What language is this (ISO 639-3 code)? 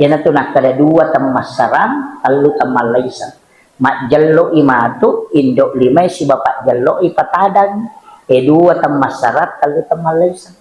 bug